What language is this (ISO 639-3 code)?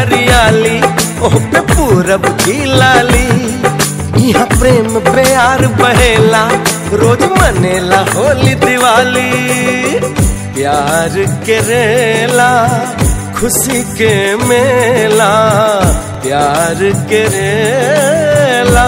bho